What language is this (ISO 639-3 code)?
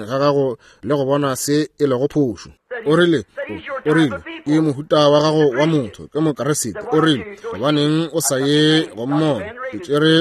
nso